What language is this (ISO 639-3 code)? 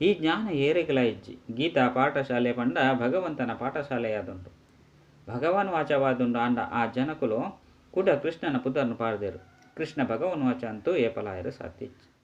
tcy